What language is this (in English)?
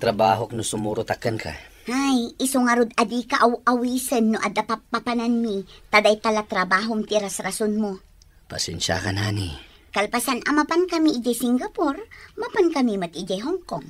Iloko